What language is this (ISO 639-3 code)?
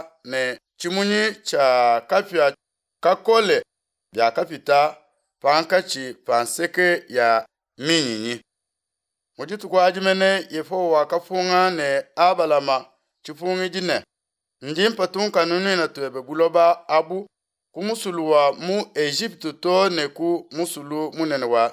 lua